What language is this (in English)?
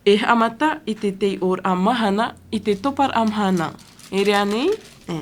Tahitian